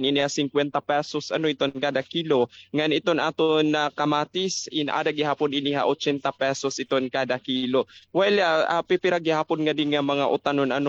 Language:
Waray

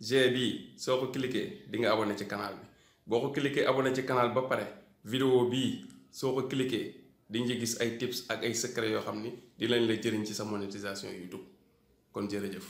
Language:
Wolof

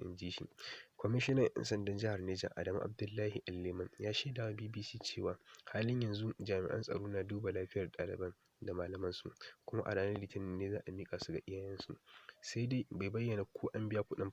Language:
Hausa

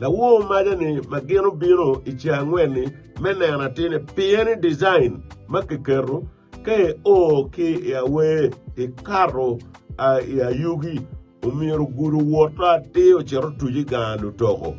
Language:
Acoli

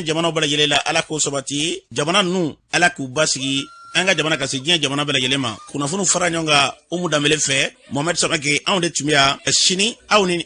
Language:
Bambara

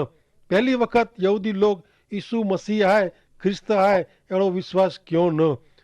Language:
Kachhi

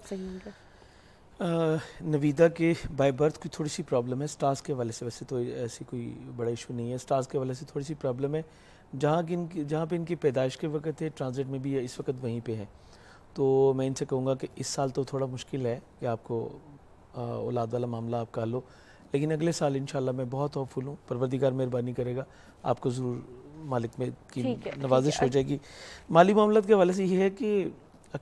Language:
Urdu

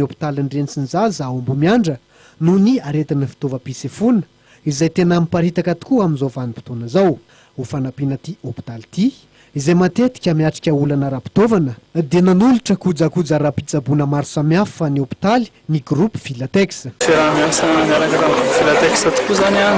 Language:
Malagasy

